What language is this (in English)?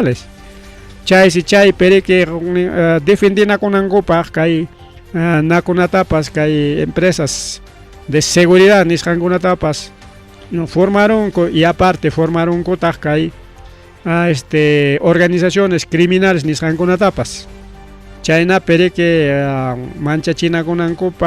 Ayacucho Quechua